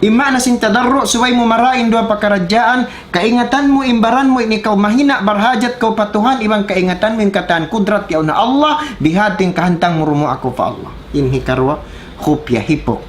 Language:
Tausug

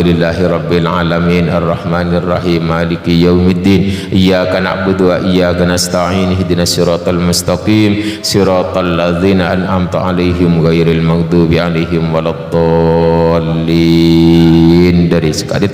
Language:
Madurese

